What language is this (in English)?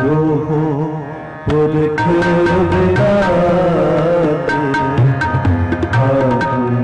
Hindi